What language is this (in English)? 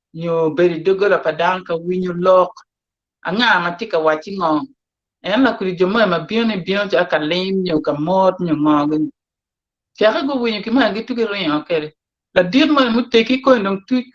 Acoli